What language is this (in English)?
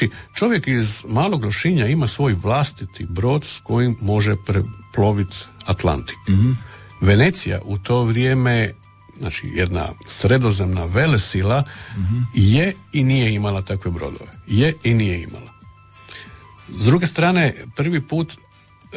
Croatian